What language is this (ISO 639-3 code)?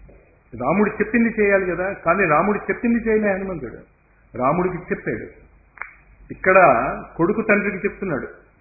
tel